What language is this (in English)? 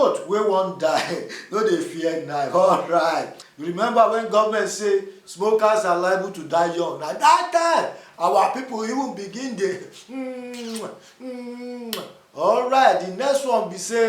Nigerian Pidgin